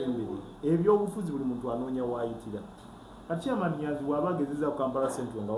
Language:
Ganda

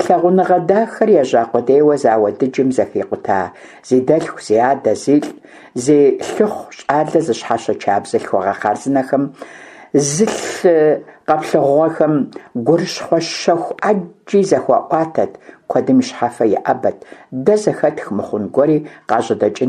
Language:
Kabardian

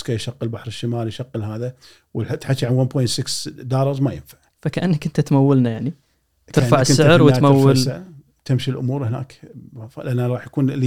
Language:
Gulf Arabic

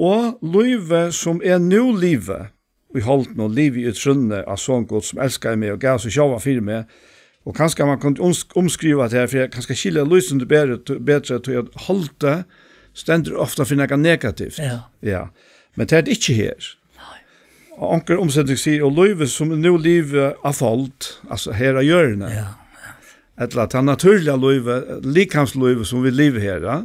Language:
Faroese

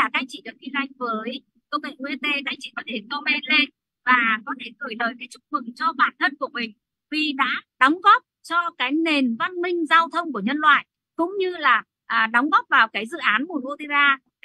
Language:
Vietnamese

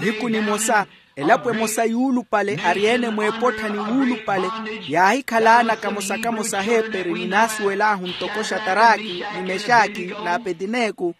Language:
Makhuwa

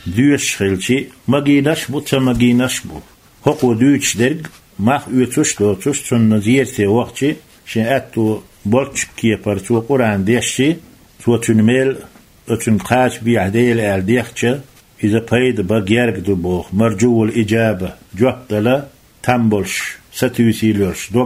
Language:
Chechen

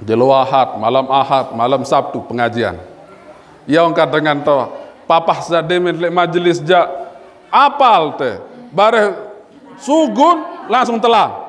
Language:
Sasak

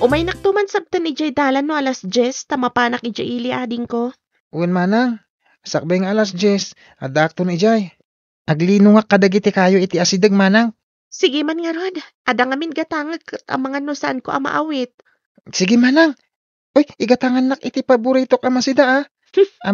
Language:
Iloko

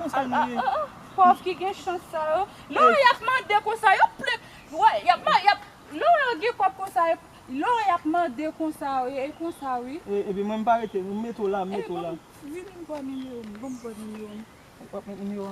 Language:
Haitian Creole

